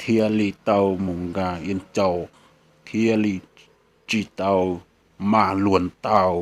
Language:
Hmong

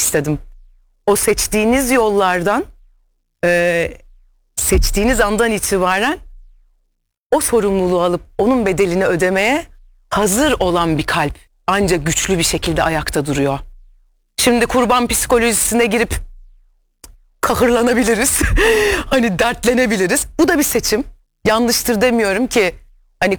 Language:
Turkish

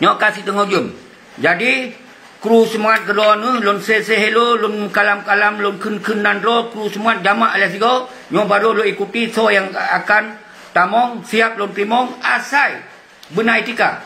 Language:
Achinese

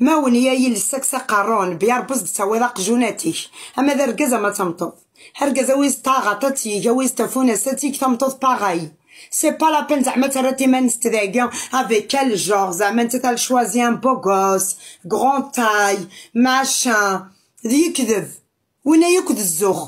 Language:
Kabyle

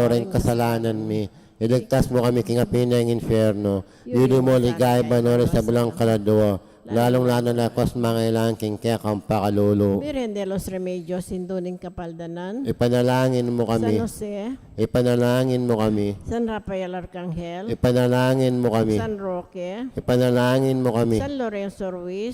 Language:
Pampanga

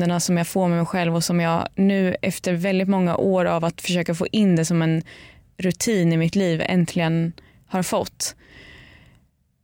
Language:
Swedish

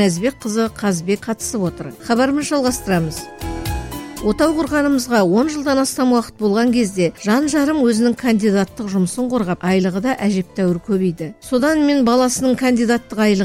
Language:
Kazakh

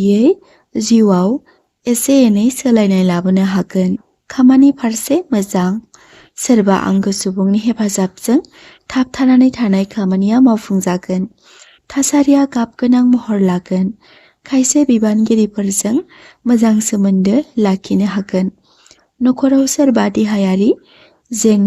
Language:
Bodo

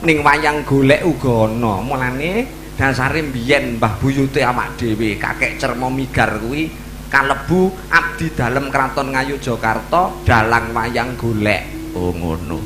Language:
Javanese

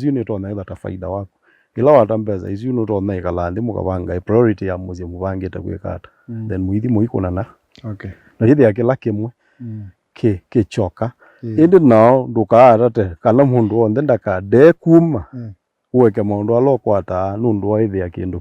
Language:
Kamba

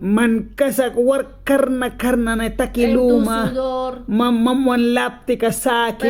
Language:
Mískito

